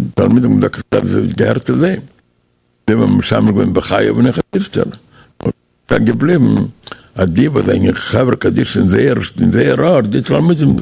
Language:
Yiddish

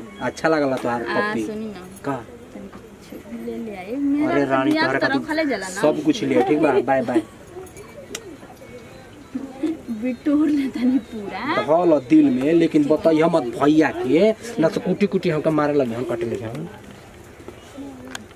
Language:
Bhojpuri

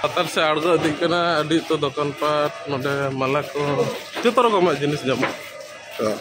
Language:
Santali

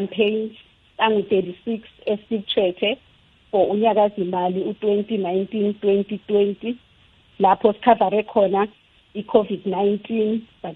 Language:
South Ndebele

